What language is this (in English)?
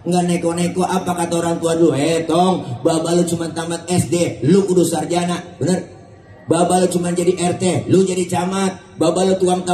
Betawi